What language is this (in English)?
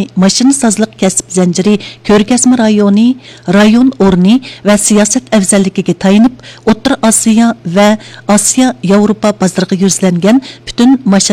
Uyghur